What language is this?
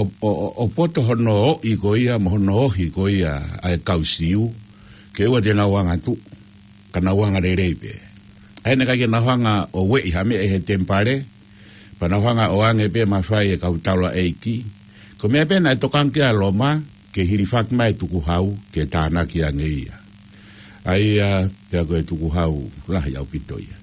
Tongan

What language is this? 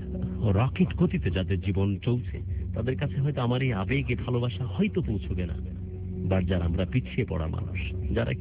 Bangla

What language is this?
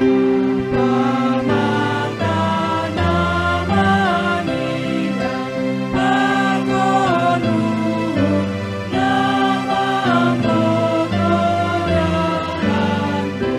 Batak Simalungun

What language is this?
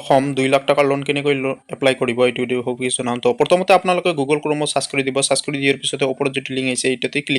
Assamese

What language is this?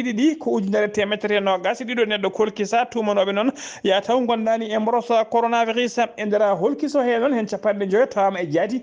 Fula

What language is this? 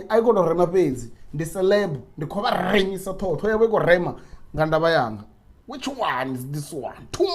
Venda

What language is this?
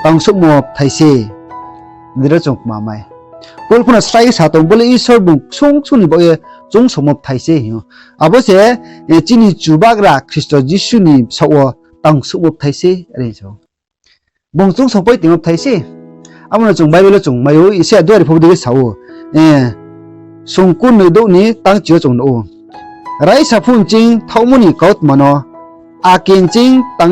Riang (India)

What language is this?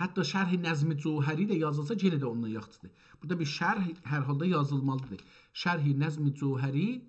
South Azerbaijani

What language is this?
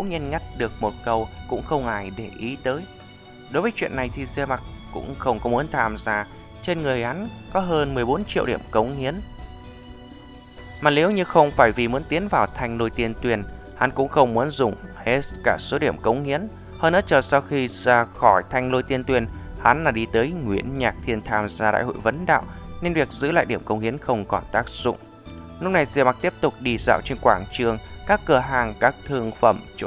Vietnamese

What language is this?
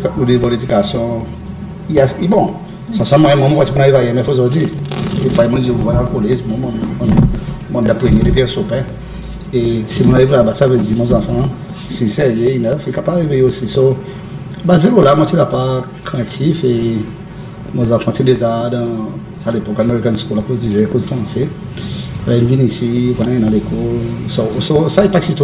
Seselwa Creole French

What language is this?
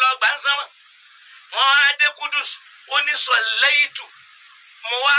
Yoruba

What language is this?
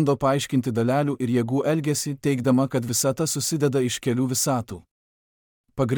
Lithuanian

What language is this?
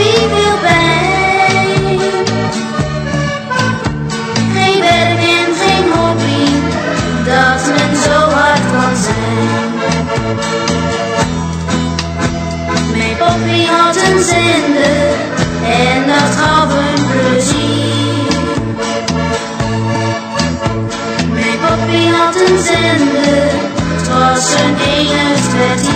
Dutch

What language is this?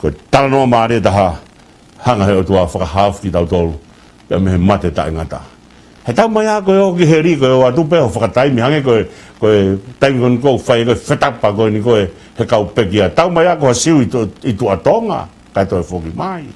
Tongan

